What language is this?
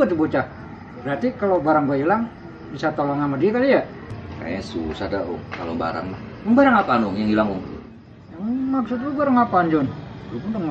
Betawi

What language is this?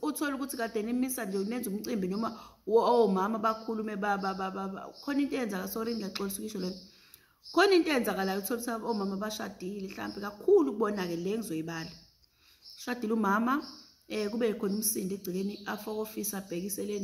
Zulu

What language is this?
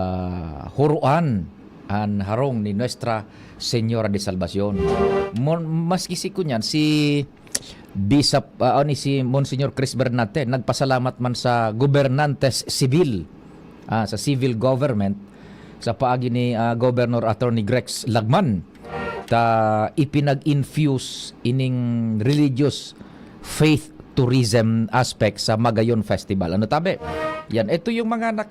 Bikol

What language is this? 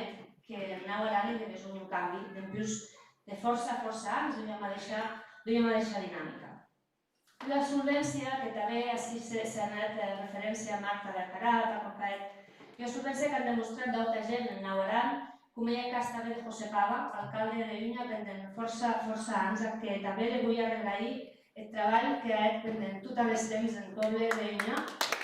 Occitan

